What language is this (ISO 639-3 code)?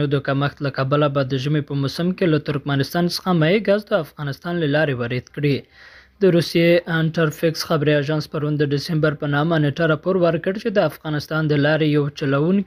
pus